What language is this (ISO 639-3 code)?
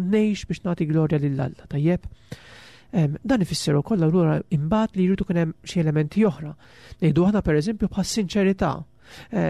mlt